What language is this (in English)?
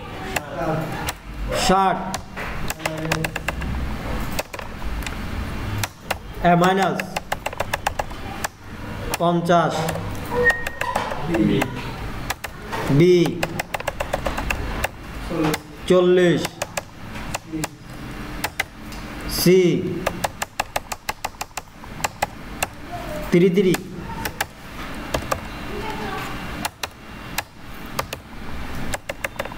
Bangla